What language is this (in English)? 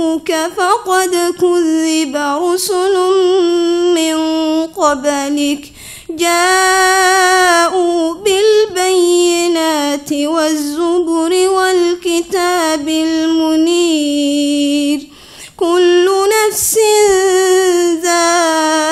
Arabic